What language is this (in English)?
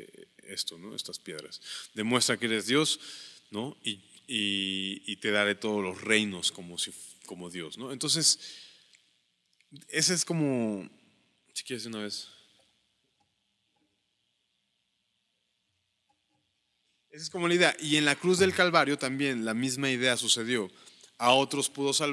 Spanish